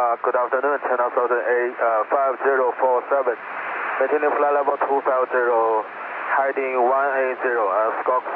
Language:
English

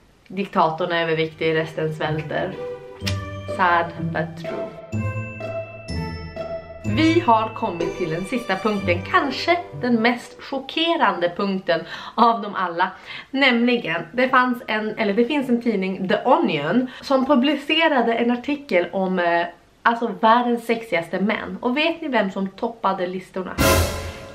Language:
Swedish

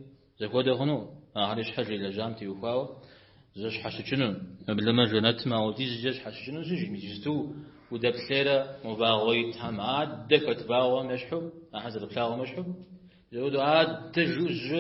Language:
Kabardian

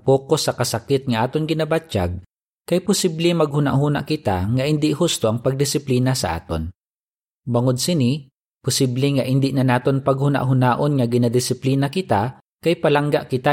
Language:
Hiligaynon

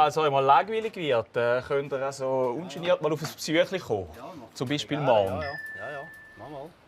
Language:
Swiss German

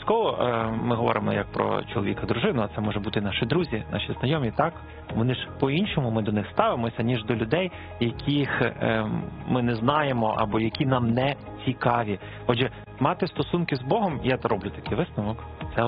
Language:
Ukrainian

